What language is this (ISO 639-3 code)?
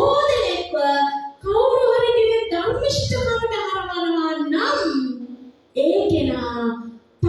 sin